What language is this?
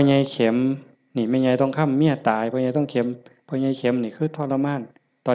Northeastern Thai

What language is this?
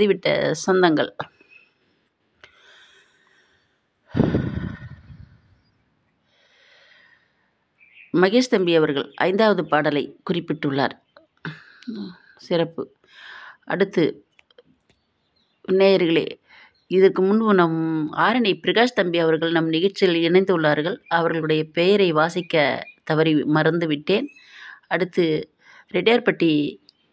Tamil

